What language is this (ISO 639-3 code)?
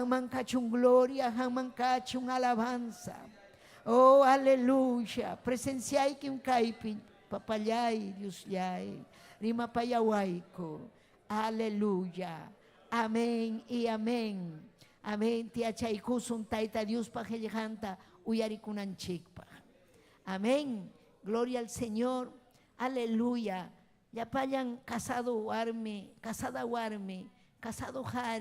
quy